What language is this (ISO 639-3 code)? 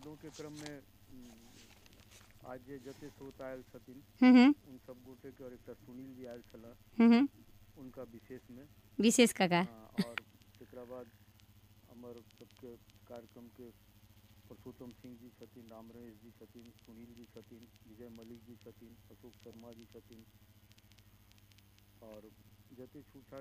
mai